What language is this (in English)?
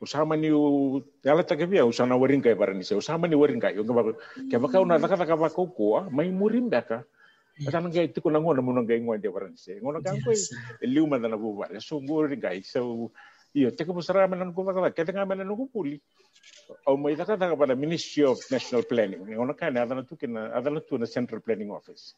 Fijian